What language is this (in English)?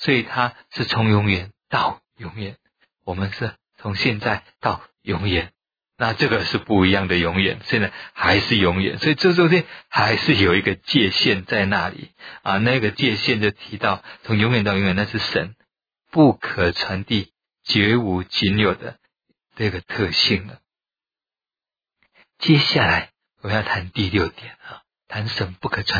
Chinese